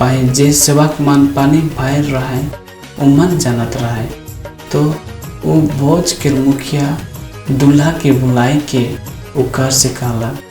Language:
Sadri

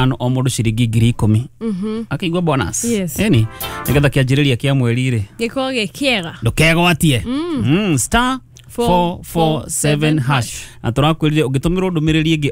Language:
Kikuyu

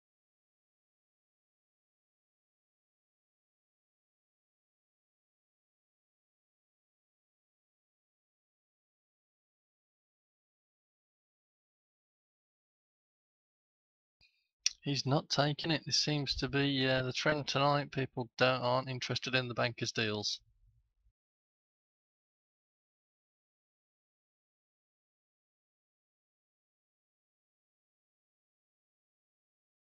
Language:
English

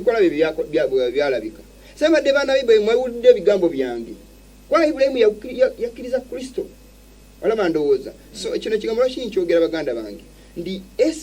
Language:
Ganda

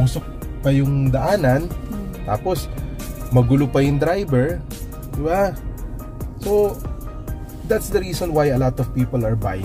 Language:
Filipino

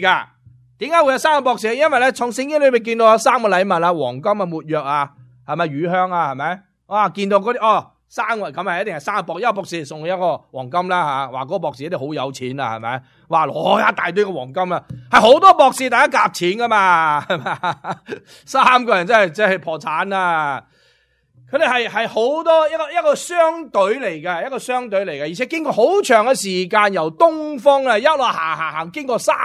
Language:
Cantonese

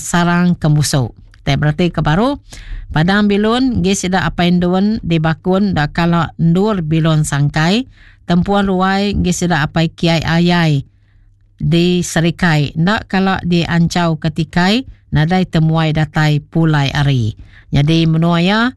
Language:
Iban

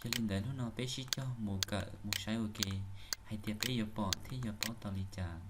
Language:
Hmong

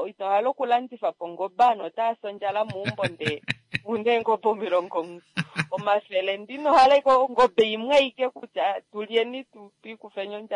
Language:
Kuanyama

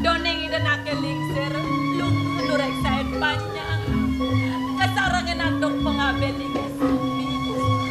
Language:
Balinese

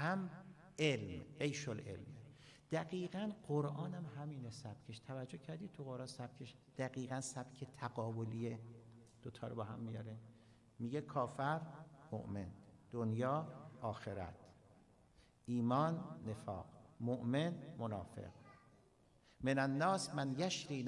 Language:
Persian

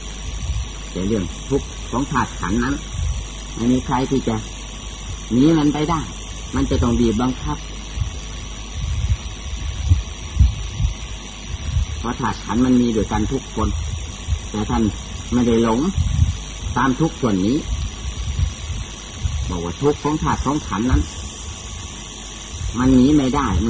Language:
Thai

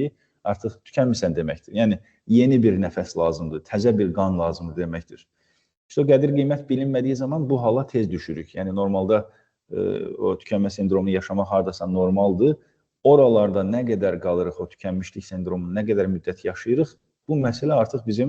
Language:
Azerbaijani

